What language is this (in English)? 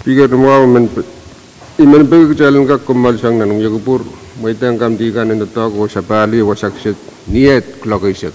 Pohnpeian